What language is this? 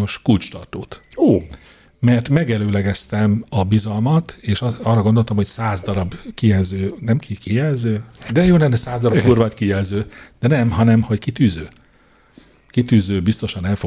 Hungarian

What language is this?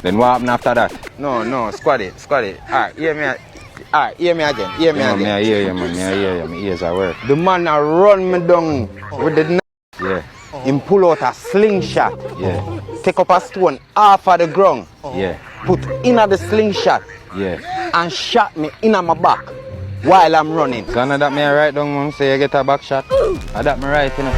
Jamaican Creole English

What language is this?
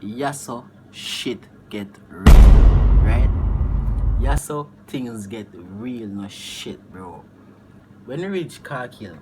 Jamaican Creole English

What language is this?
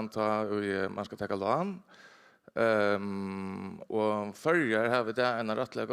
Faroese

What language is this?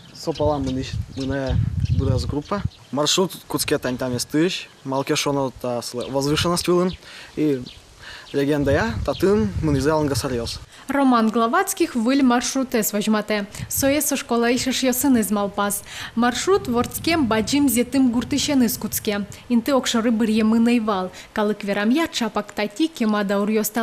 Udmurt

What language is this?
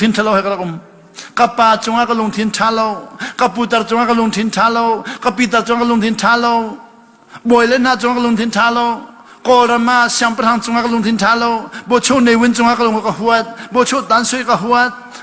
Hakha Chin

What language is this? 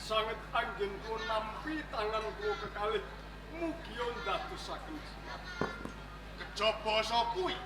Javanese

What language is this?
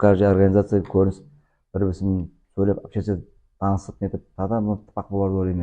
Nogai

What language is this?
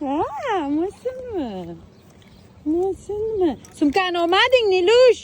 Uzbek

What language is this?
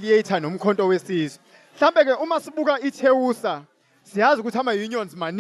Zulu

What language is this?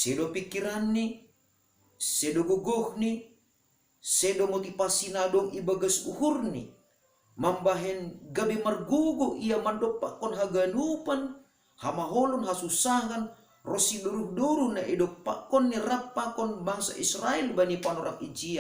Batak Simalungun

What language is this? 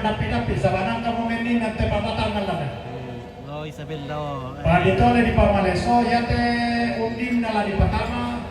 Toraja-Sa'dan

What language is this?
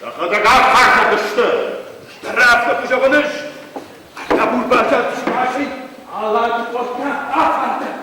Ossetic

